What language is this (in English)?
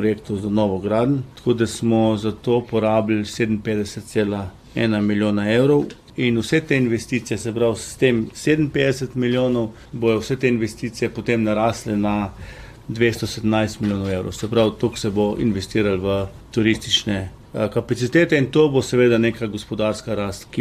Slovenian